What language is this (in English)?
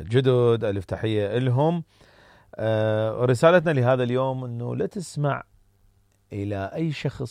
Mesopotamian Arabic